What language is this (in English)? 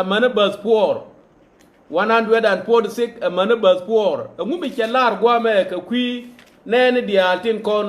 Nuer